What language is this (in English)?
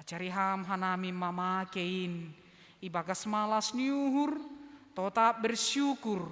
Batak Simalungun